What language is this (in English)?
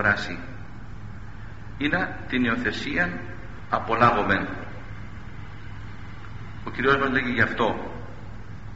Greek